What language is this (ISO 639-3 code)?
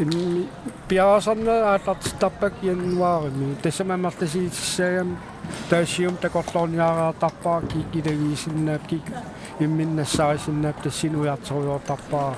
kal